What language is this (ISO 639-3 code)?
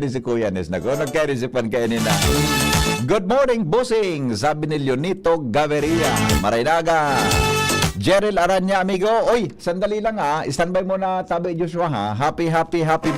bik